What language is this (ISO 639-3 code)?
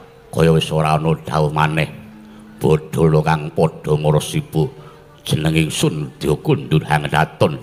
jav